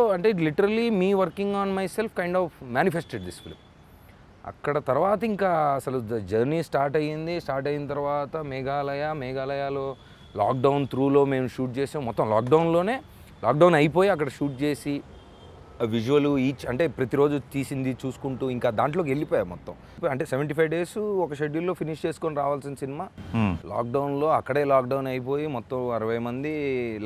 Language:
Telugu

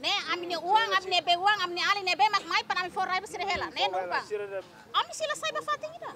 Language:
Tetum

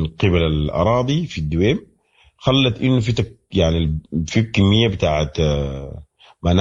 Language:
Sudanese Arabic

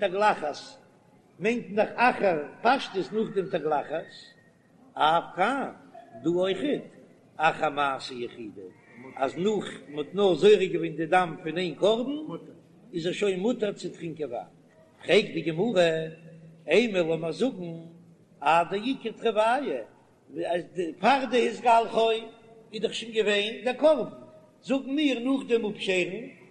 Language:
Yiddish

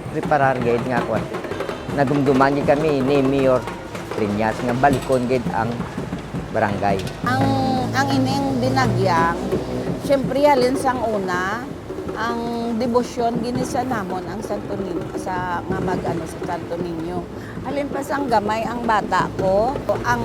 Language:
Hiligaynon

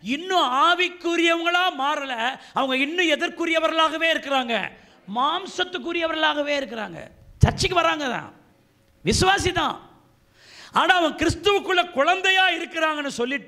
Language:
Tamil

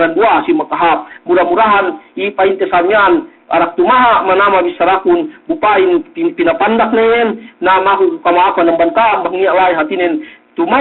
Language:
Yakan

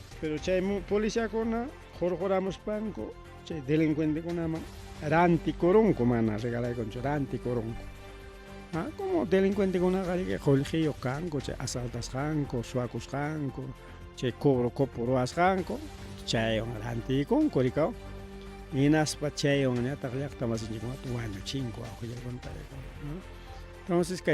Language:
Ayacucho Quechua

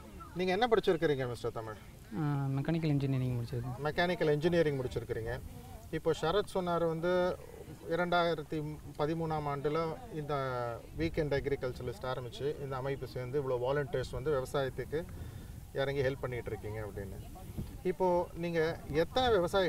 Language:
Tamil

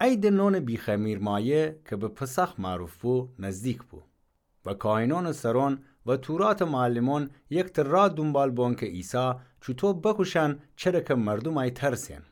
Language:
Gilaki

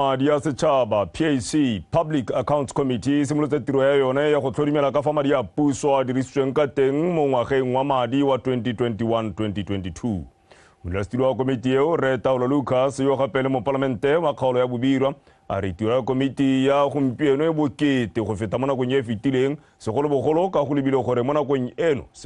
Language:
Tswana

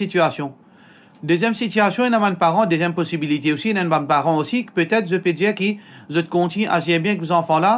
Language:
Morisyen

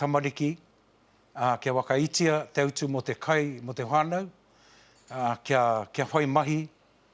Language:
Māori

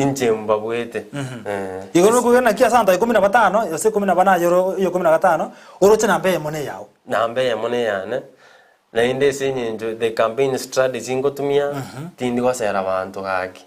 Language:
Gusii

